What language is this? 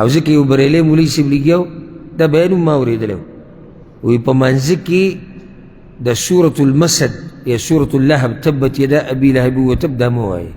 Pashto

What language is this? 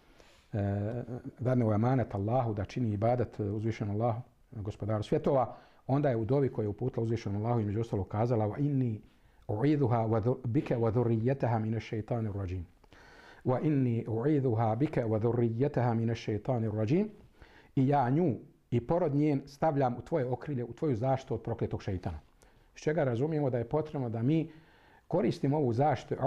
Bosnian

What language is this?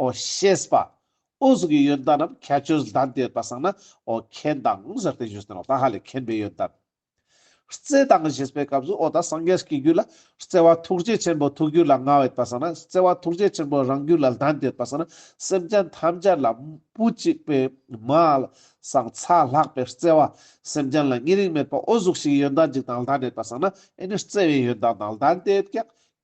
Ladakhi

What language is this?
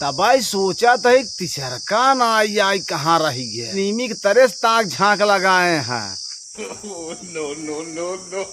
Awadhi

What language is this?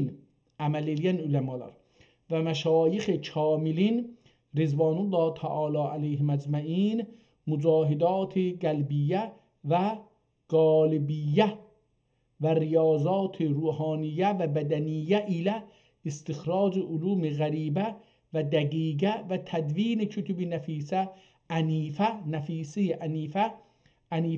South Azerbaijani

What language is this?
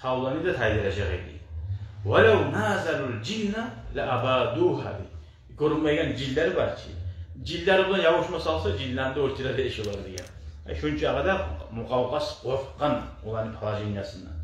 Kumyk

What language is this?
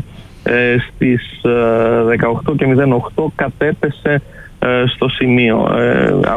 Greek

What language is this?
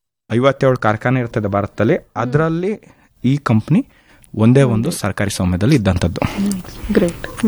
Kannada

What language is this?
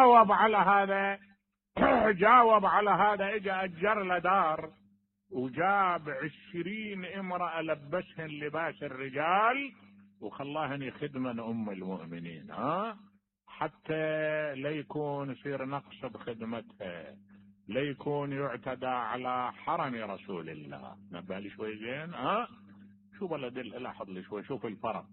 Mesopotamian Arabic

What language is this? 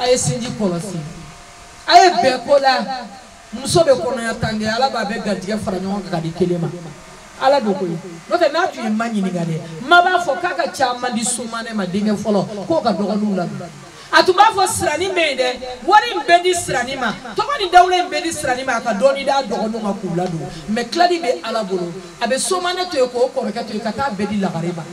Bambara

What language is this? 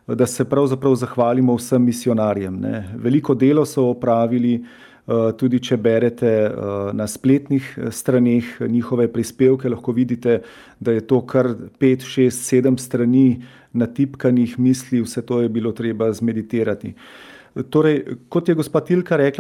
Slovenian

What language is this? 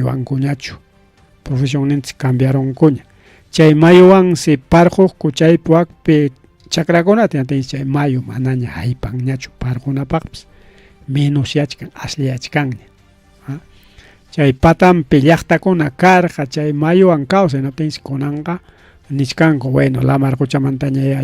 Ayacucho Quechua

